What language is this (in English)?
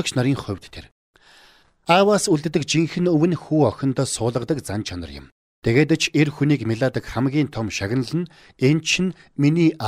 Mongolian